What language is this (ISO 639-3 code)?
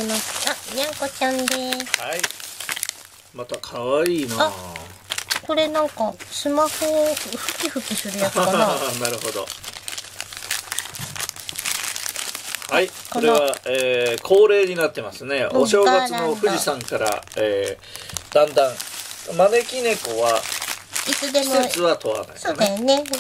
jpn